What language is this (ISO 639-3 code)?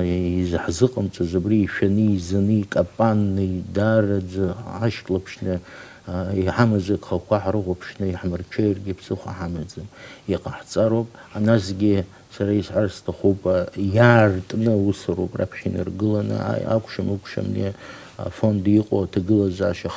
abk